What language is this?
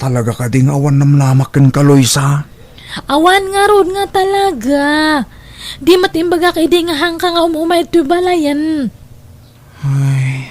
Iloko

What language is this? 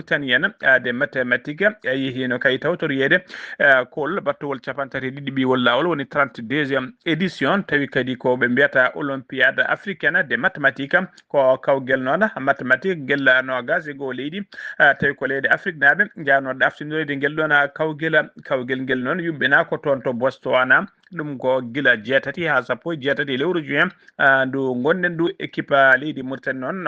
Fula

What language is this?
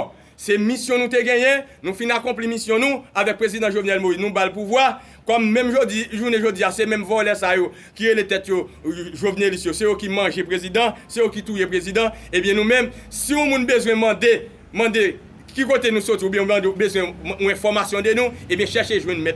Haitian Creole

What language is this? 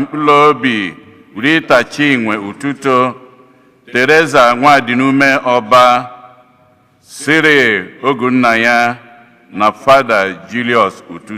Igbo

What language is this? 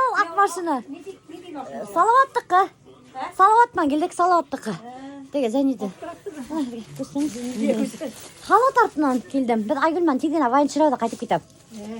Bashkir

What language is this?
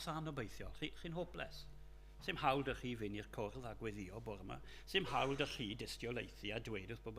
Welsh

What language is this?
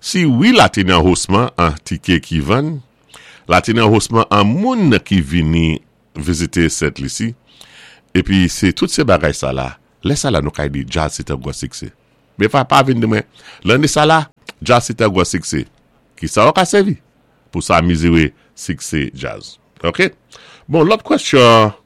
Saint Lucian Creole French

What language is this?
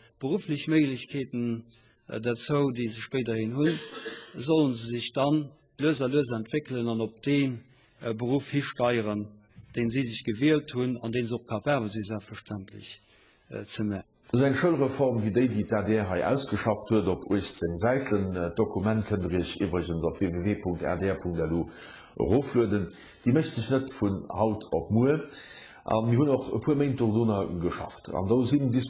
Luxembourgish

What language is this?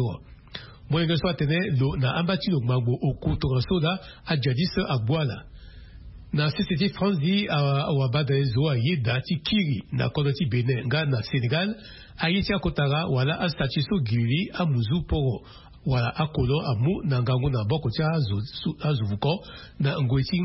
Sango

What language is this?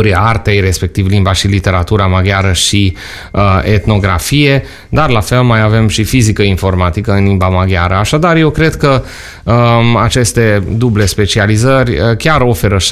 Romanian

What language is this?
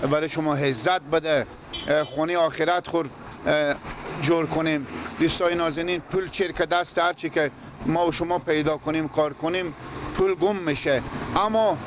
Persian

